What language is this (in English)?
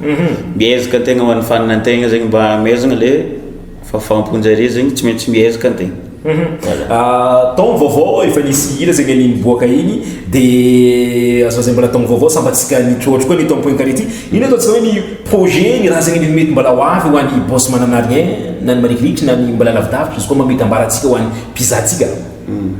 Malagasy